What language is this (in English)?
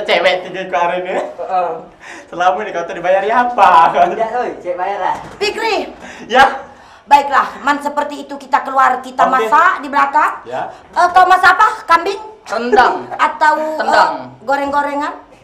Musi